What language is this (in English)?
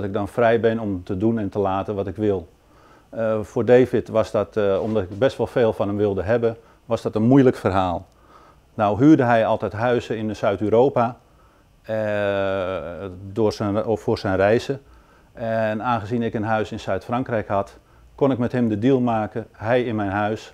Dutch